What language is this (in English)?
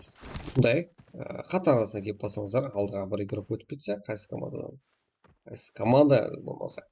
Kara-Kalpak